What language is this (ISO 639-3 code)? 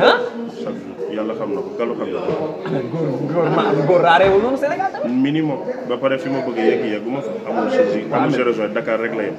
wol